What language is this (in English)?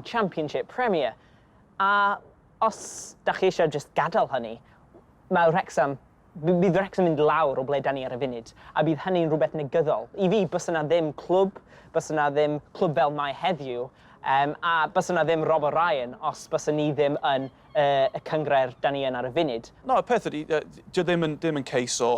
Welsh